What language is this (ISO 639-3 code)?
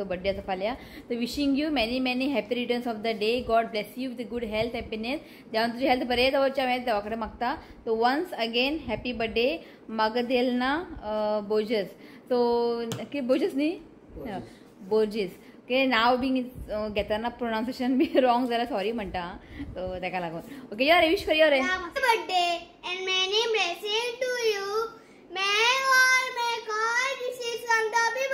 kok